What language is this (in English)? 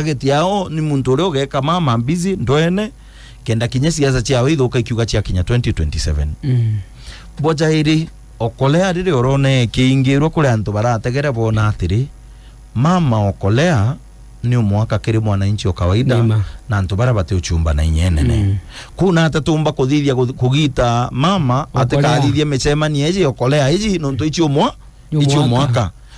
Meru